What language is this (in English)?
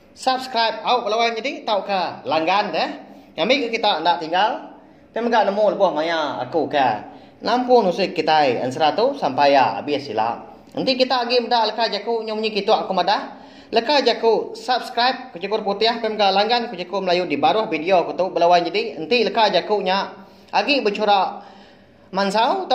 Iban